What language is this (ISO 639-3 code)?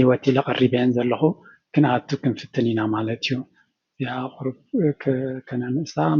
tir